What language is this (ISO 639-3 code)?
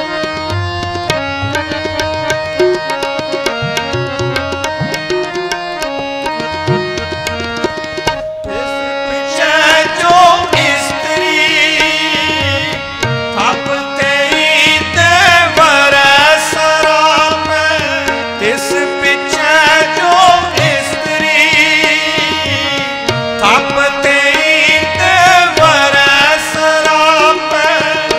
pan